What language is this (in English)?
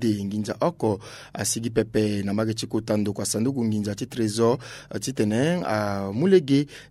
Sango